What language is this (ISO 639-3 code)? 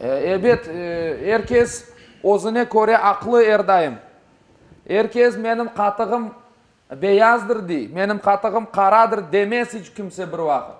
crh